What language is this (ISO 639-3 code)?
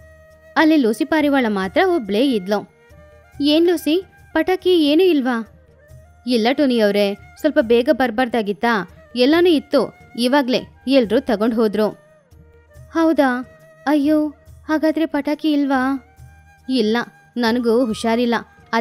kan